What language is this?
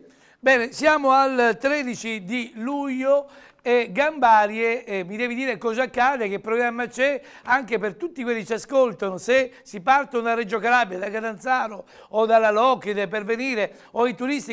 Italian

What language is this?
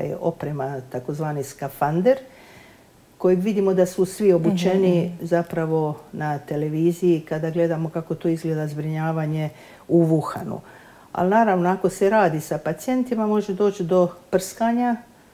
Croatian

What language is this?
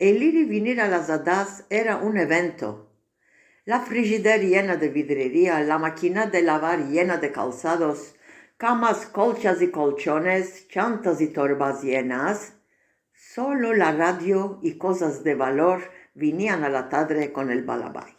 Ladino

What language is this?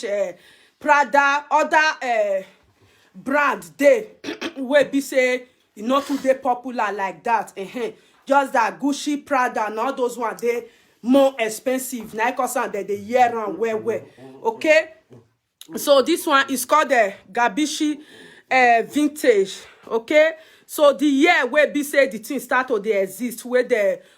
Nigerian Pidgin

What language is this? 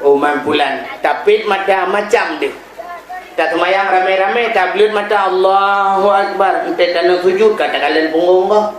Achinese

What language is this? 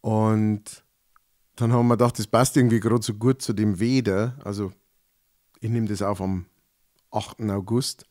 Bavarian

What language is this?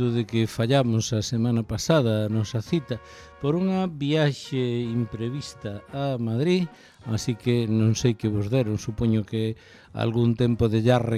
Galician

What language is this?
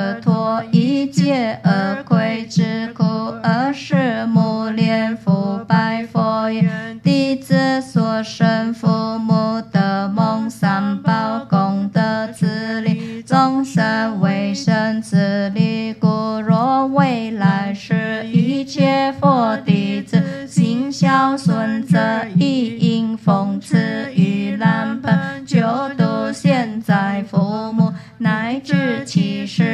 Chinese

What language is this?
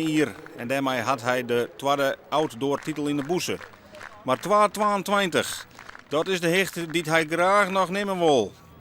Western Frisian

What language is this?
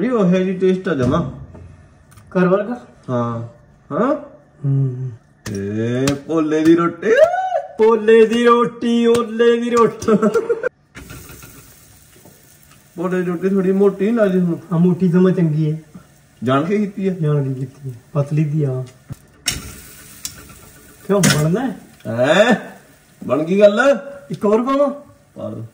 Punjabi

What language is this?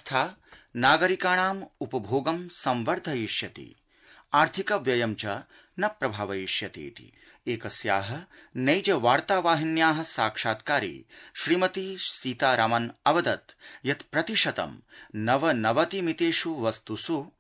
Sanskrit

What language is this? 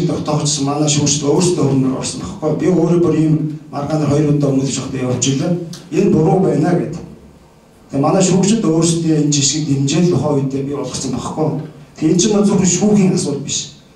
Mongolian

